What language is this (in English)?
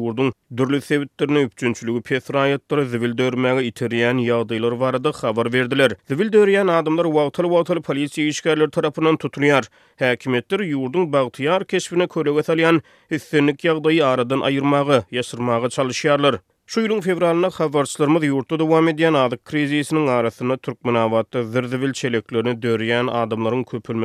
Turkmen